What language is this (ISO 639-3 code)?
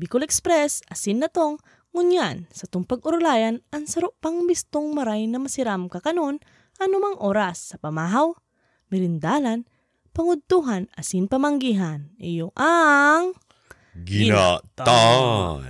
bik